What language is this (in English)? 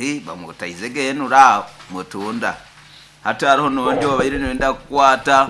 Nyoro